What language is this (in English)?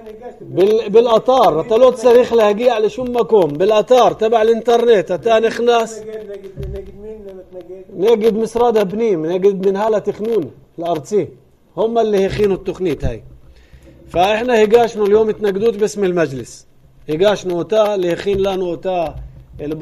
North Levantine Arabic